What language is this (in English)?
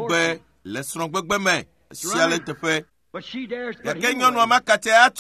Ewe